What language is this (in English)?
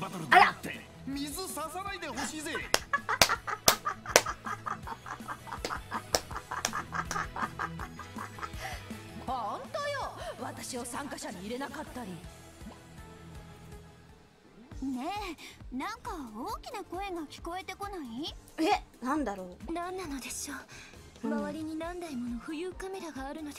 Japanese